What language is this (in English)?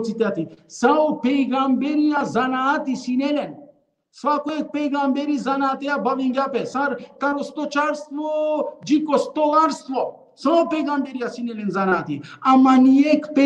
Balkan Romani